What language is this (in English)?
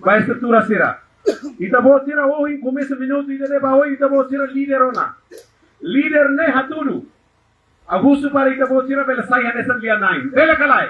Tetum